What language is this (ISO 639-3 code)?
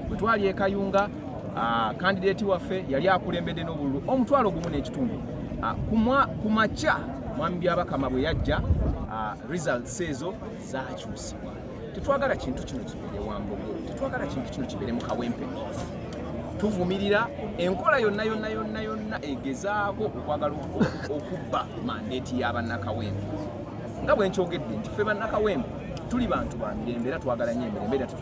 lug